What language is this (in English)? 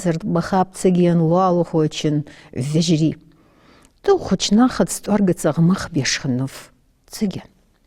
Ingush